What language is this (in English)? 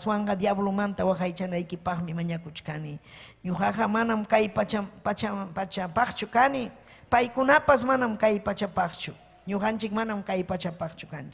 Ayacucho Quechua